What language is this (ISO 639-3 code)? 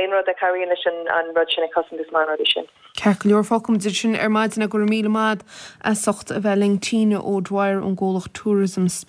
gle